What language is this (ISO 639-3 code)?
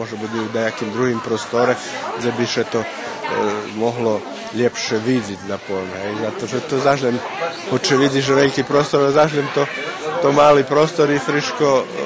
rue